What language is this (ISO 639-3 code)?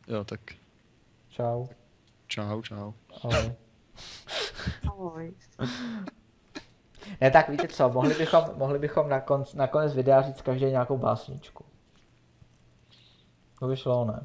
ces